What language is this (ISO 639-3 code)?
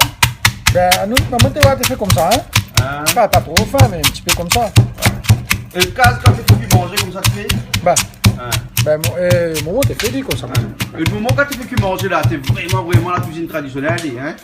rcf